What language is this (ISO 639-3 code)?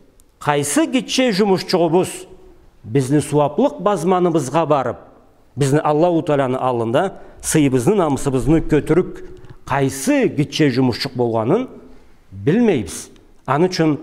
krc